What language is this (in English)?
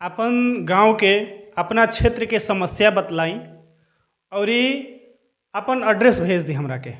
Bhojpuri